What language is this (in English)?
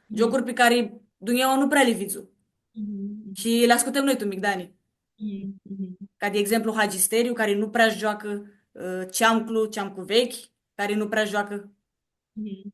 Aromanian